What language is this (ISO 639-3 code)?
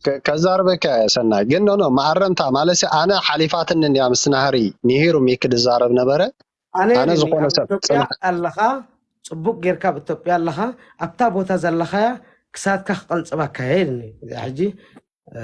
tir